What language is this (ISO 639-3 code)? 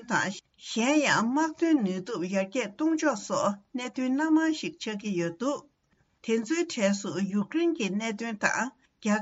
bod